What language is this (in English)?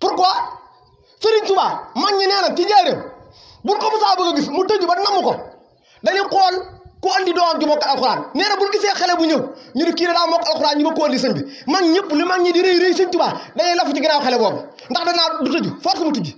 Wolof